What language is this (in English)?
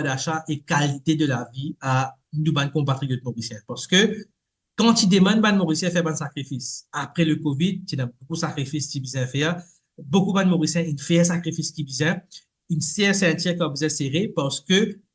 Morisyen